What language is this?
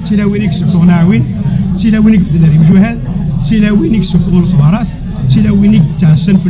Kabyle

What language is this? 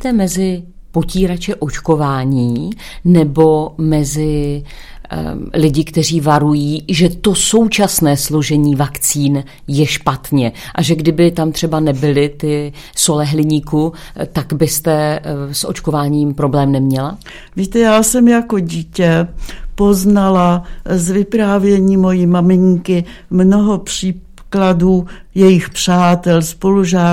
Czech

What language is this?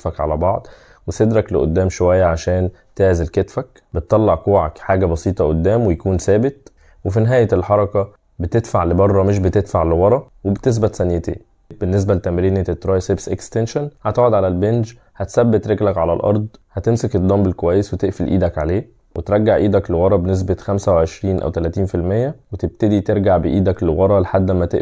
Egyptian Arabic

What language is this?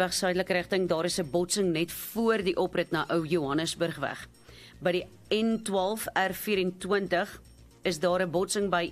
Afrikaans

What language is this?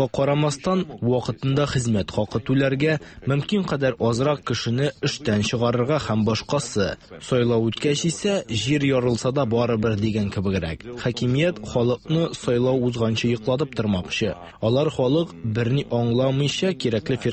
Tatar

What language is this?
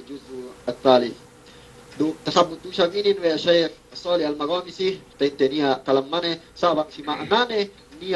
Yakan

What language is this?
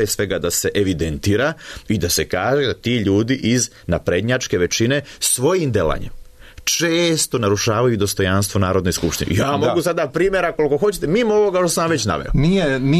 Serbian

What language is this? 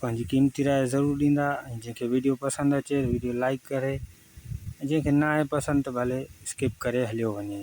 Sindhi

